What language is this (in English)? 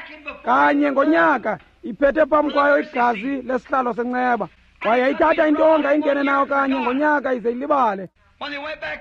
Xhosa